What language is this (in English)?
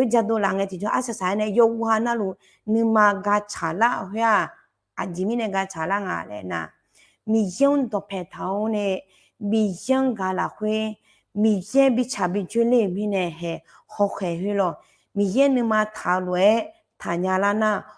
Akha